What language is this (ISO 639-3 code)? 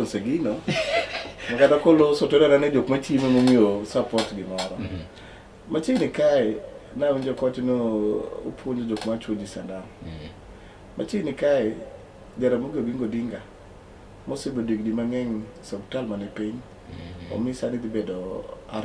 luo